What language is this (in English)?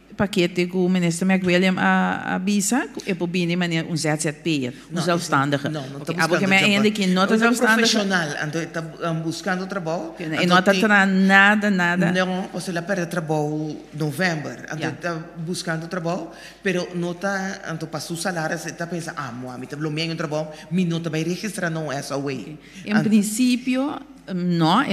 Papiamento